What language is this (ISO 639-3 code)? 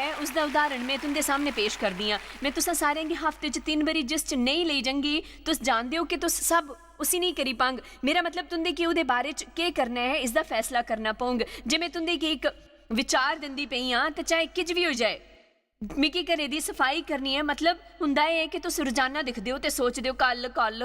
doi